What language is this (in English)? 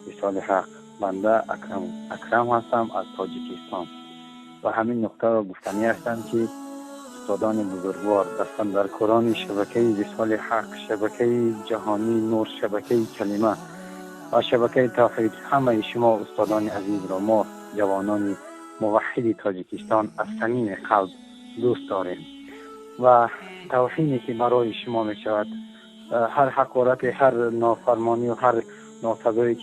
Tajik